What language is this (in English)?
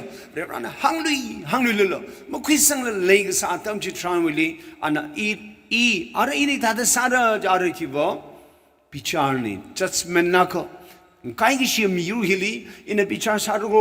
Tangkhul Naga (India)